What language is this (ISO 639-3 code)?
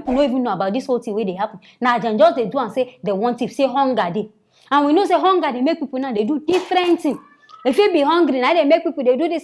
pcm